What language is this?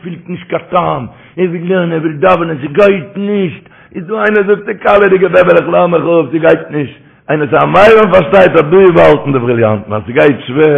Yiddish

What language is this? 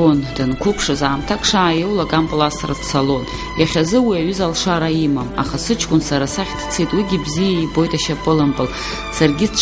Abkhazian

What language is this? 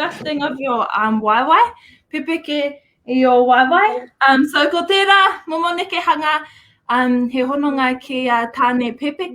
Māori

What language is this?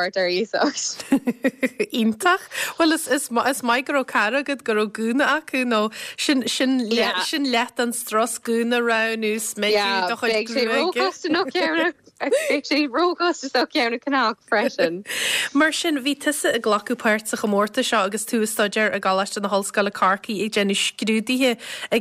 Irish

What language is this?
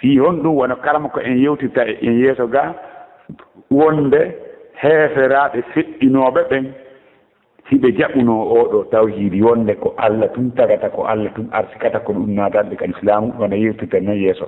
Fula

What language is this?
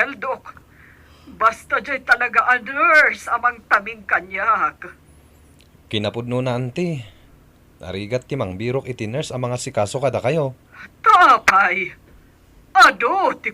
Iloko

